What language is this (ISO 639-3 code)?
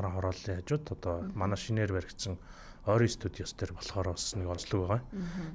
mon